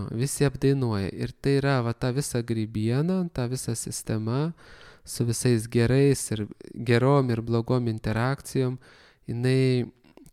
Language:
Lithuanian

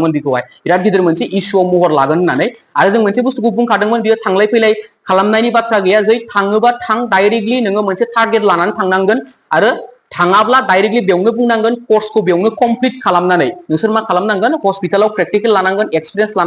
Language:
Bodo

